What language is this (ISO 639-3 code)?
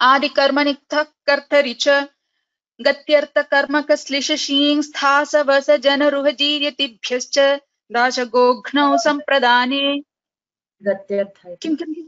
san